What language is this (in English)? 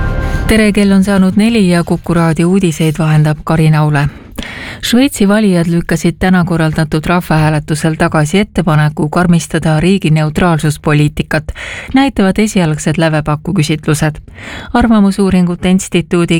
Estonian